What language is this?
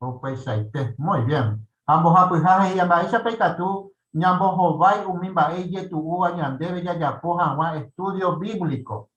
Guarani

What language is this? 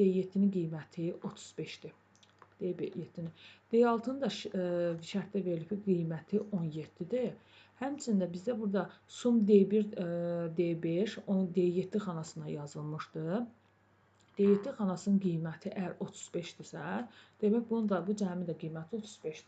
Azerbaijani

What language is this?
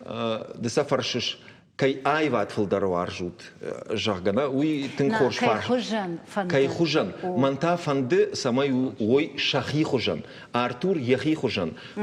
Ossetic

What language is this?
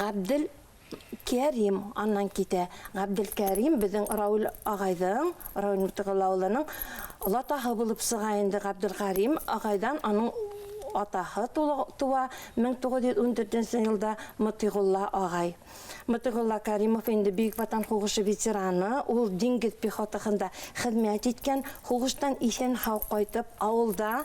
Bashkir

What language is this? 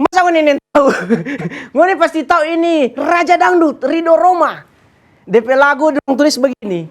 Manado Malay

